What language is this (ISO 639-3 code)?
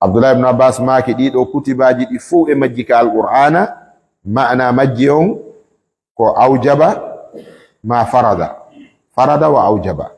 ful